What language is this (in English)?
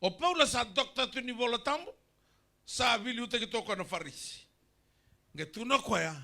Fijian